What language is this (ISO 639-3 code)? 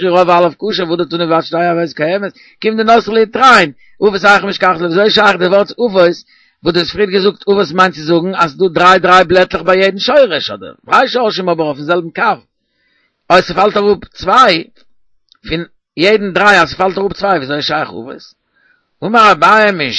yid